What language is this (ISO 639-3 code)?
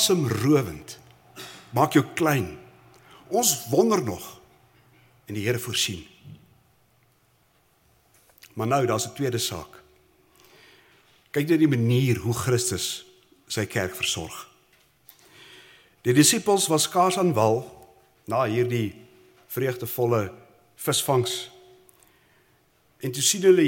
afr